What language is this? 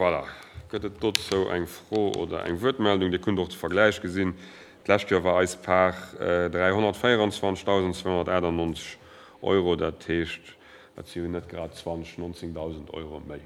Luxembourgish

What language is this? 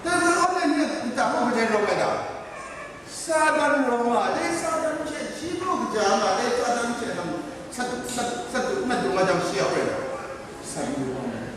Kachin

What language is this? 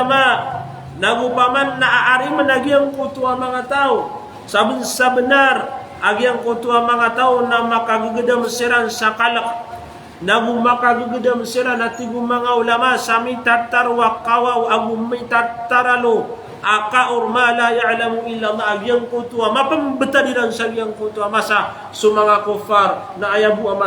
Maranao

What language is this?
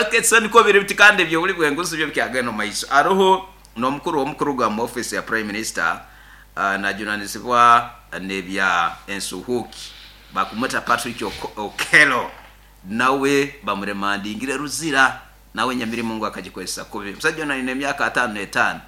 Nyoro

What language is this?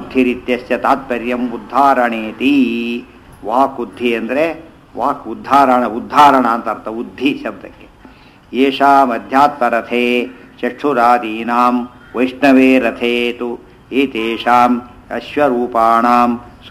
Kannada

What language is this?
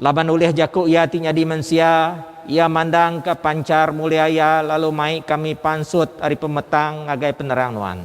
Iban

